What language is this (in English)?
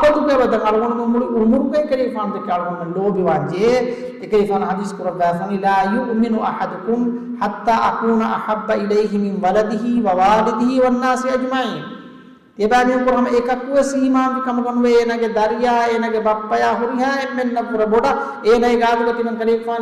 Divehi